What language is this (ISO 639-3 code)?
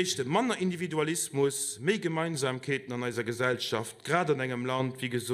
ltz